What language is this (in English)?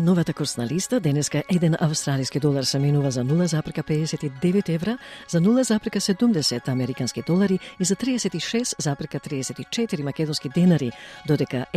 Macedonian